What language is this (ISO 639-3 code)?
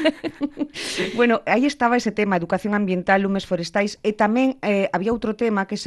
glg